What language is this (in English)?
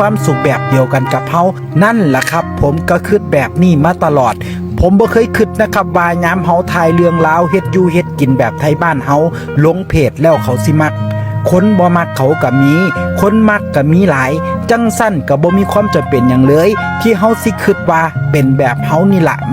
Northeastern Thai